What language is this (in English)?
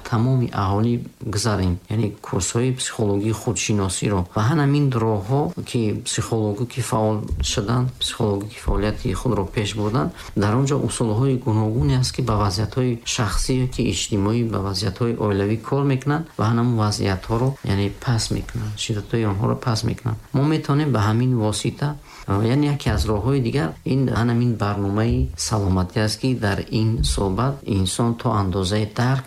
Tajik